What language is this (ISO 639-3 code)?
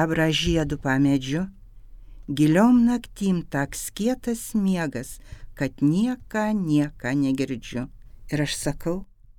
lit